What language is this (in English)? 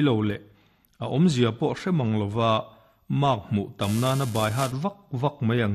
Mizo